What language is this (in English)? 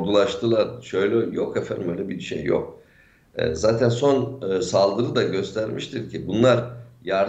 Turkish